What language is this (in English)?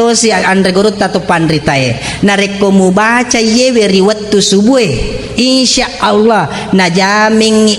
Buginese